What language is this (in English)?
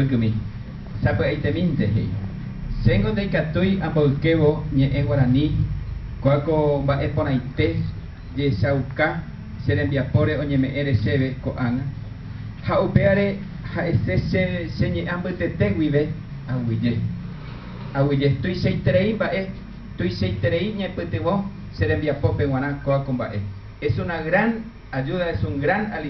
Guarani